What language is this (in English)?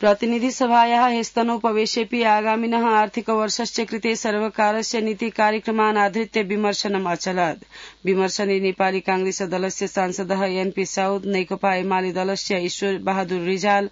Sanskrit